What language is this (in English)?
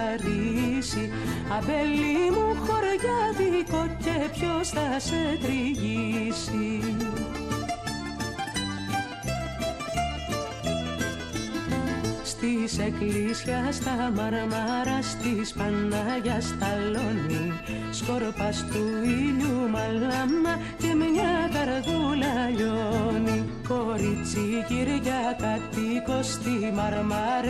Greek